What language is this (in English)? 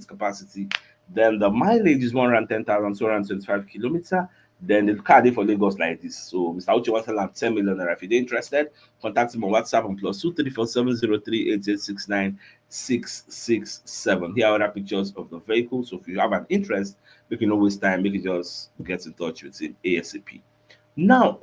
Nigerian Pidgin